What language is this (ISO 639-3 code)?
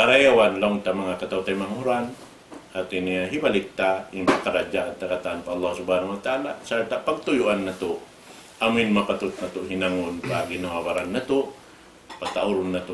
tsg